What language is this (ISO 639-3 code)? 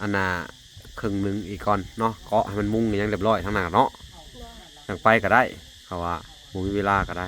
lao